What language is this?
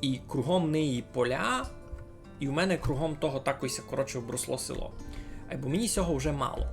Rusyn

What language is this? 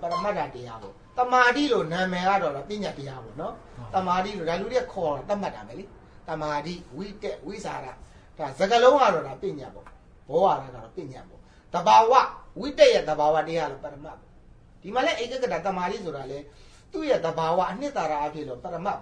Burmese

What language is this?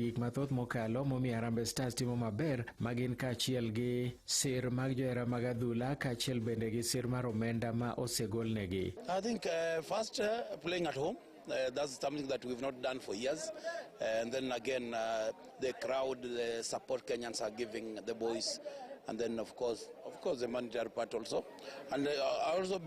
Luo (Kenya and Tanzania)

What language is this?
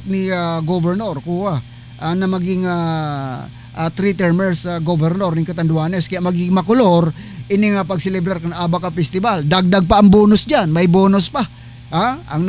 Bikol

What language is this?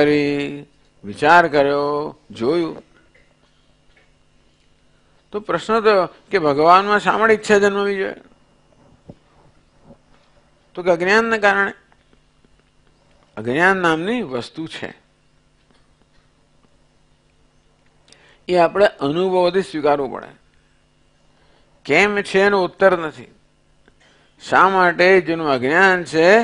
Gujarati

